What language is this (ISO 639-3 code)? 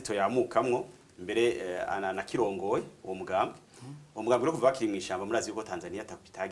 run